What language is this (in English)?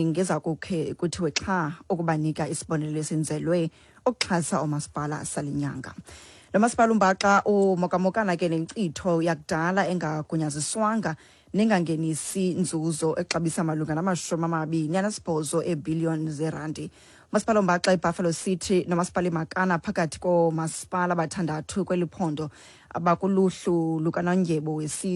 Xhosa